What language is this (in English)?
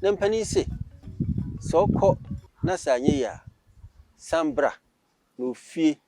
Akan